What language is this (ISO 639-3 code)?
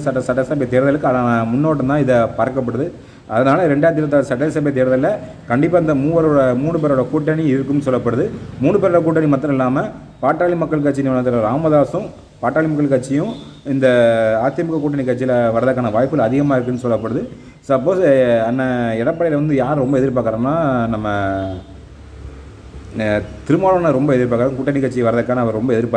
tam